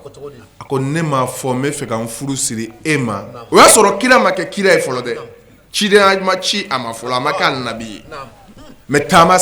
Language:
Bambara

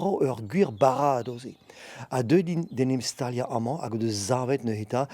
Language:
Breton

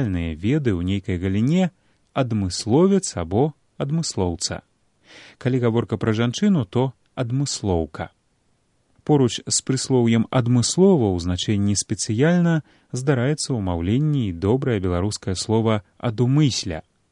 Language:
Belarusian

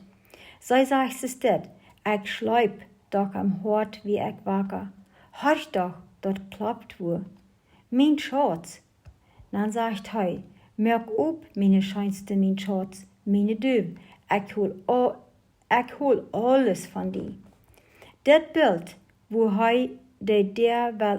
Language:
Plautdietsch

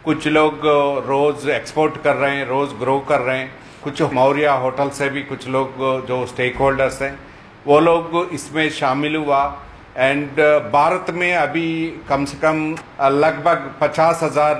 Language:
Hindi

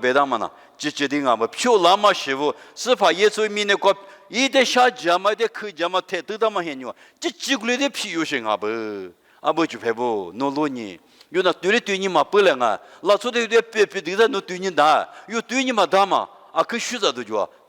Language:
Lisu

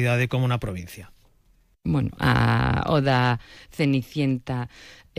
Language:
Galician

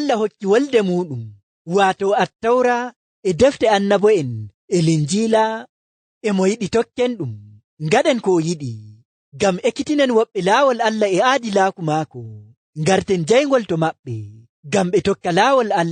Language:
Fula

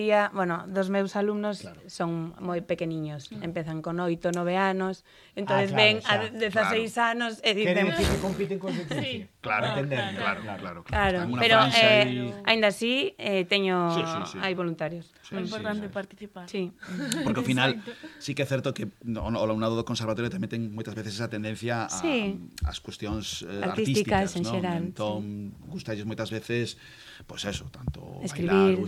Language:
Galician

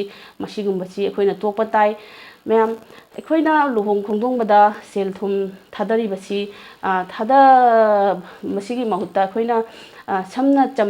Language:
Manipuri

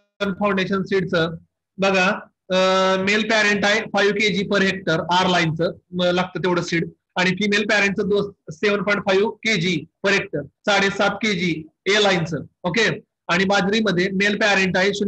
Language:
Marathi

